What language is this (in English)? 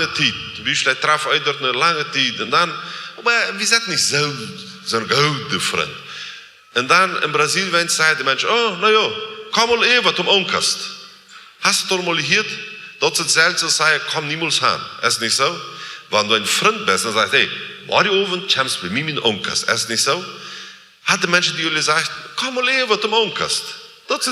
Plautdietsch